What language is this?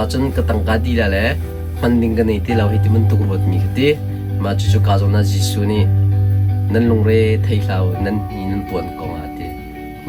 Hakha Chin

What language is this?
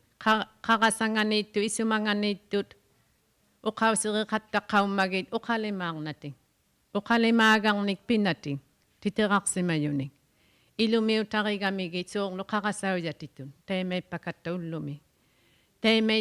Inuktitut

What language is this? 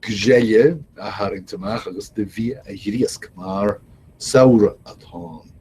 Irish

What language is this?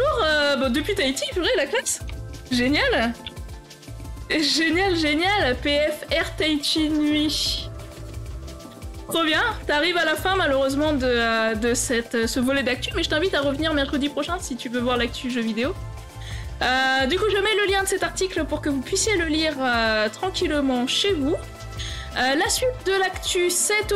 French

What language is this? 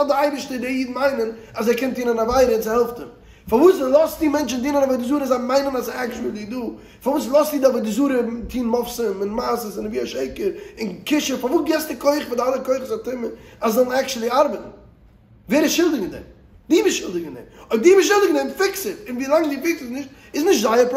Yiddish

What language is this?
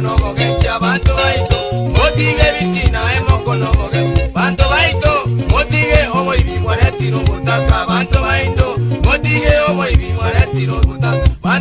Gusii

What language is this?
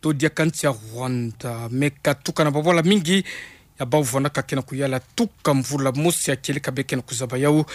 Kituba (Democratic Republic of Congo)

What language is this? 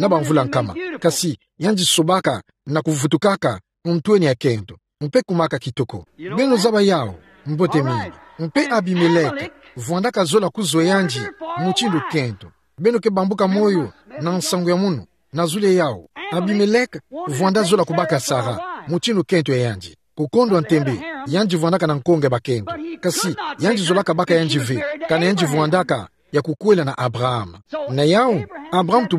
Kituba (Democratic Republic of Congo)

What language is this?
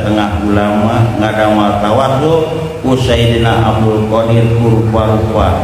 Sundanese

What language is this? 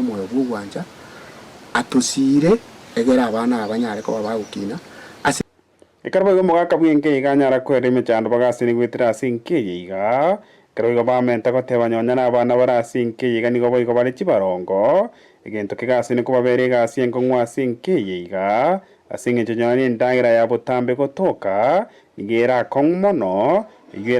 Gusii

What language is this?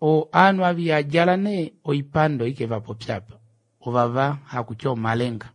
Kuanyama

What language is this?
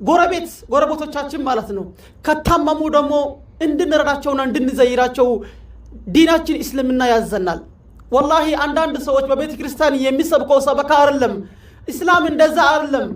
Amharic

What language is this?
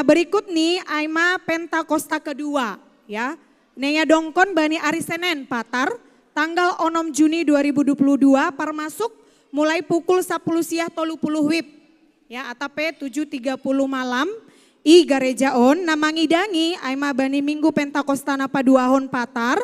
Batak Simalungun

